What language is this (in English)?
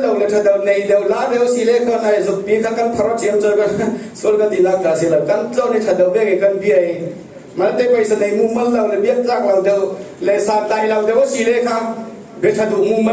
Falam Chin